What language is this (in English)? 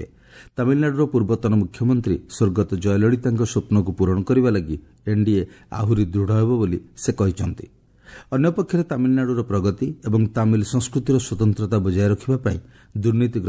Odia